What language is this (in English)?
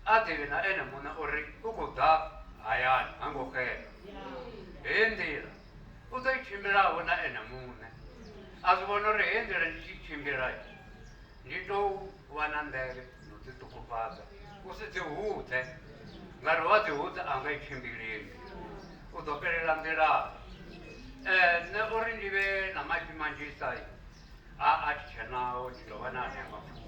Venda